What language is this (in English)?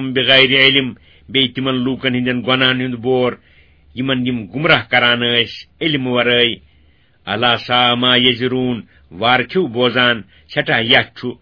Kashmiri